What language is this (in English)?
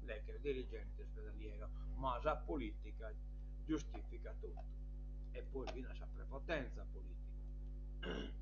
Sardinian